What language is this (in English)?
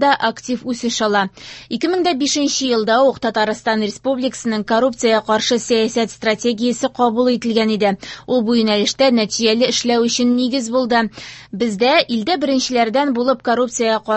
Tatar